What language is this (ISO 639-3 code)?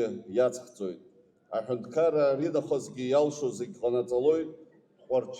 abk